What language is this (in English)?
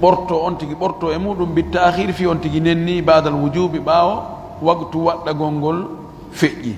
Fula